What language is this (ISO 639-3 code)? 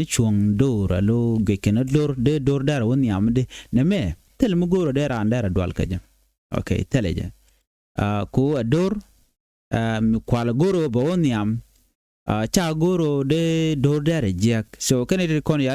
nus